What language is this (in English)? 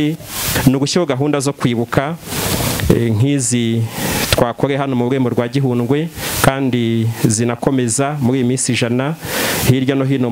Kinyarwanda